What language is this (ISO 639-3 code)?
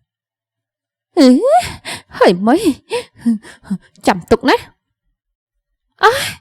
khm